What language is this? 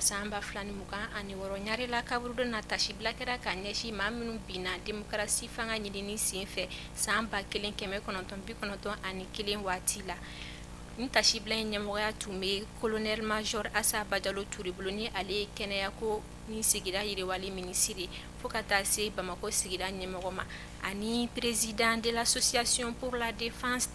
Bambara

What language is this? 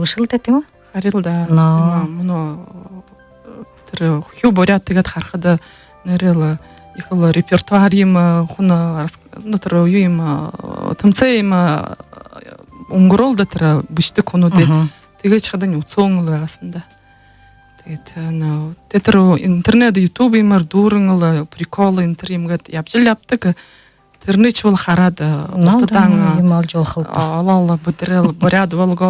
Buriat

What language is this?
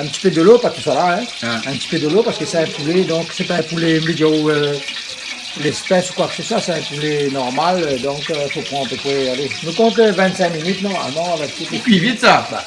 Réunion Creole French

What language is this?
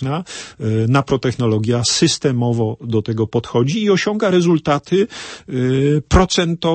Polish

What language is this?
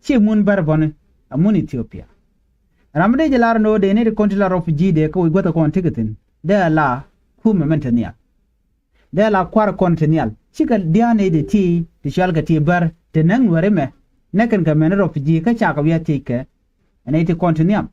Nuer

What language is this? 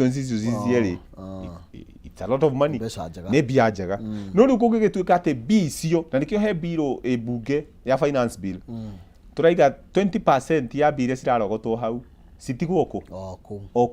Kikuyu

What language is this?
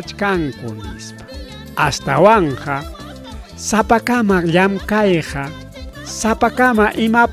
Ayacucho Quechua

